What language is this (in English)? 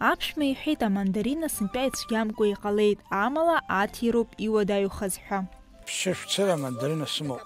Abkhazian